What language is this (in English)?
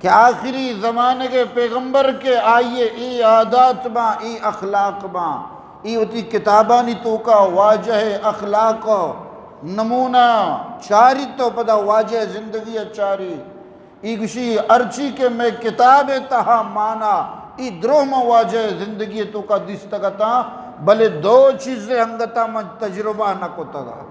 Eastern Balochi